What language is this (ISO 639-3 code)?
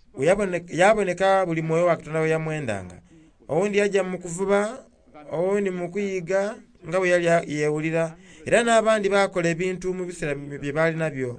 xog